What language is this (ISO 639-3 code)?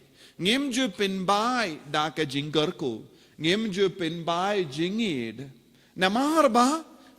kha